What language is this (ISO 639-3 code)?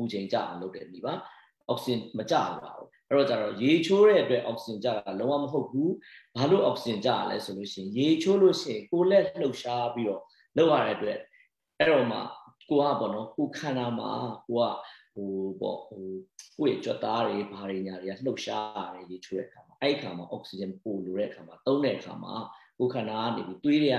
mya